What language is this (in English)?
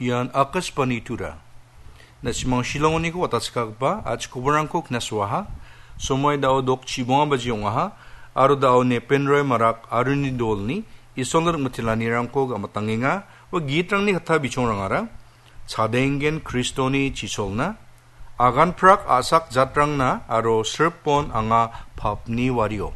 Garo